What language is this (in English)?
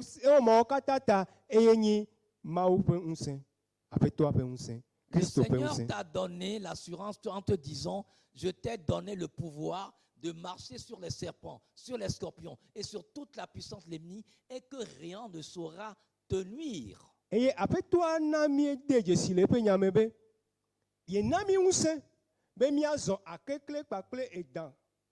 Ewe